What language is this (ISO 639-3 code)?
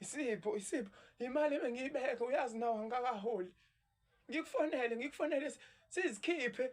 zul